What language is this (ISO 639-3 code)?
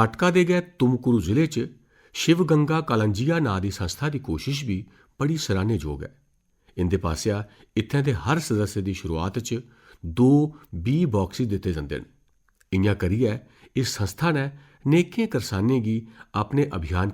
doi